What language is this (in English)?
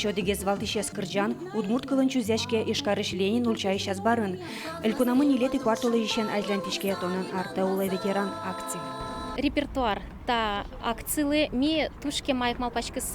Udmurt